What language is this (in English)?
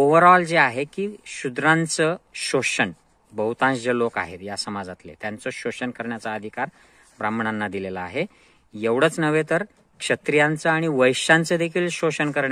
Marathi